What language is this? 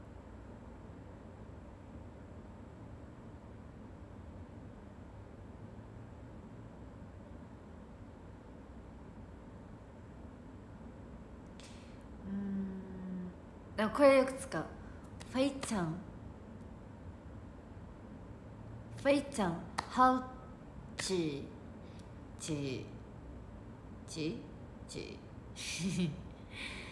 Japanese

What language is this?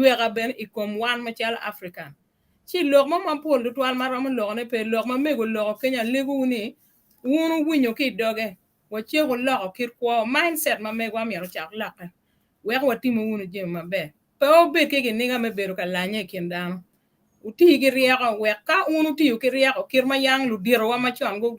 Acoli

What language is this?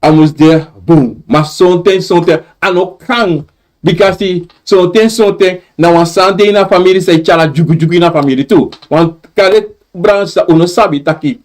Sranan Tongo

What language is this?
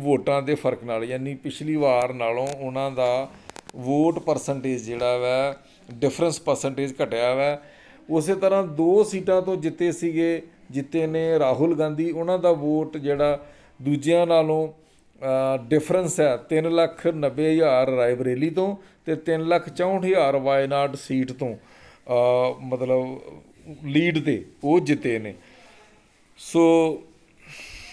Punjabi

